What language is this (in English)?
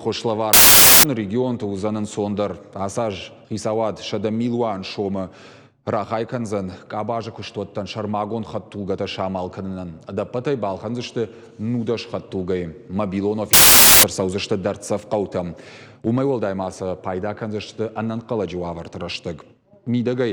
Ossetic